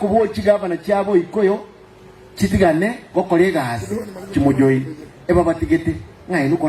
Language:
Gusii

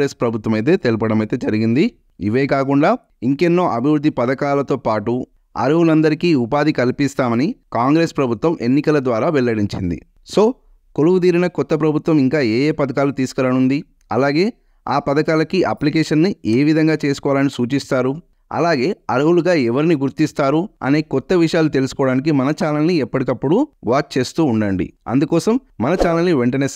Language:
Telugu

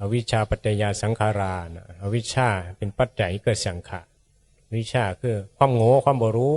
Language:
Northeastern Thai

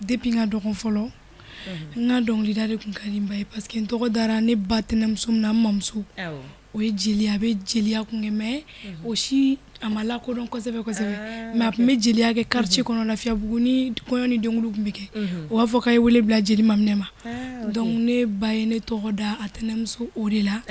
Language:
Bambara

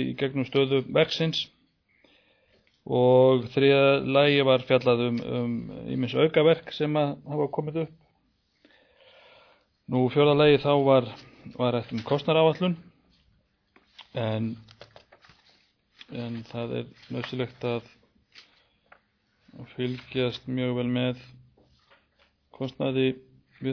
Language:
Icelandic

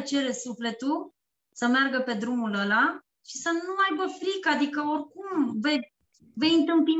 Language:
Romanian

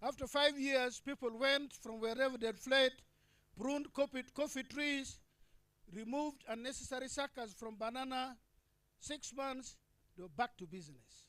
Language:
Acoli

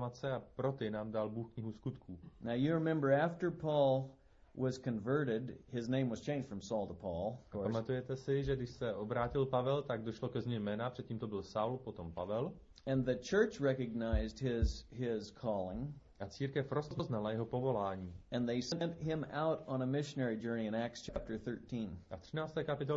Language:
Czech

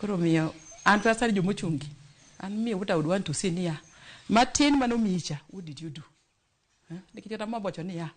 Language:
Luo (Kenya and Tanzania)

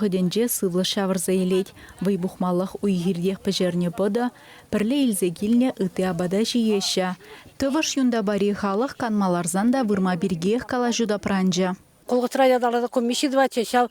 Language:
Chuvash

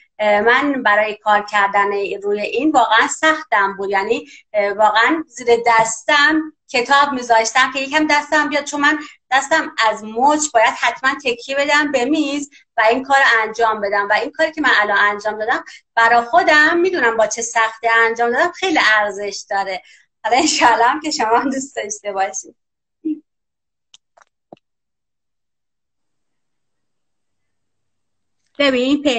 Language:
Persian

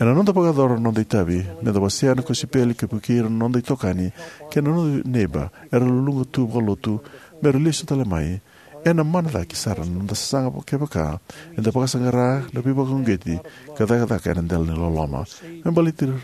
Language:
Fijian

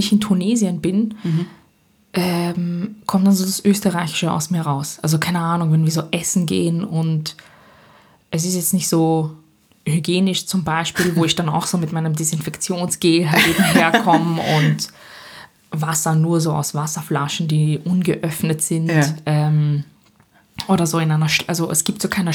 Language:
German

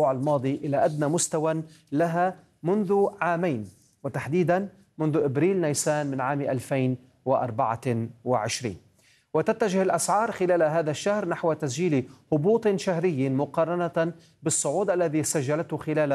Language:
Arabic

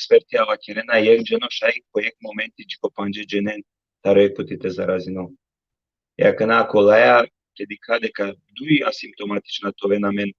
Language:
Balkan Romani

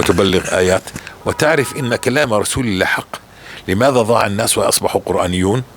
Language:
North Levantine Arabic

